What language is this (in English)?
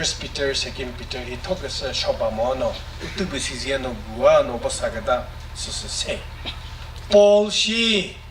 Chokri Naga